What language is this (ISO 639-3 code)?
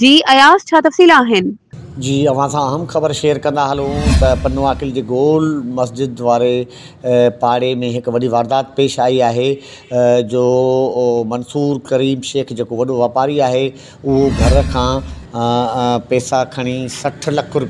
snd